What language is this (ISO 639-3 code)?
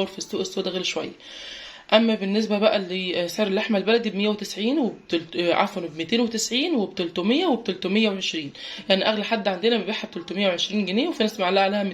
arz